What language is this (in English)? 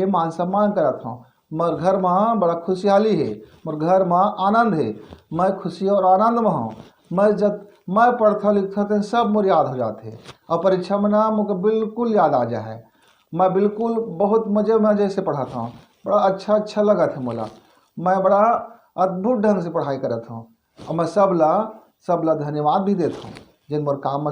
Chhattisgarhi